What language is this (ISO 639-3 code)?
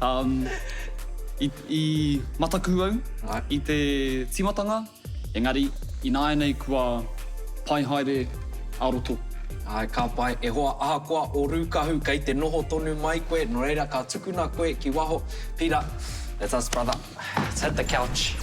mri